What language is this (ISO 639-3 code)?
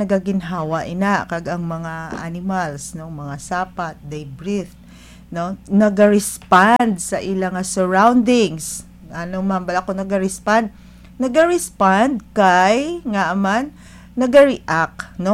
hil